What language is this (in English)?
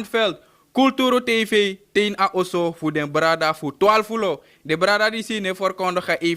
Sranan Tongo